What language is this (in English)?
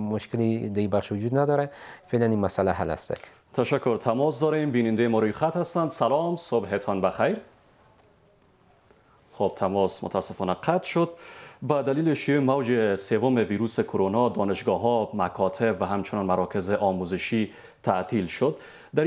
Persian